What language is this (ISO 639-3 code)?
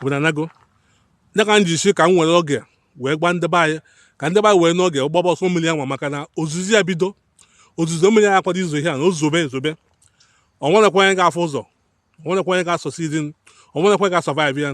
ibo